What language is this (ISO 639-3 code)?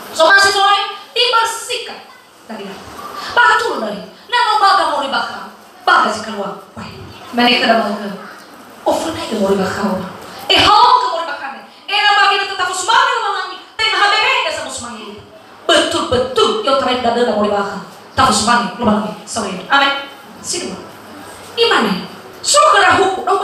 nia